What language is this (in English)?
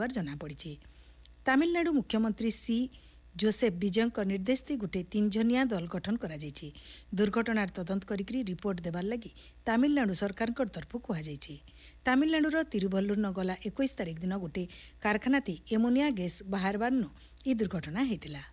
Odia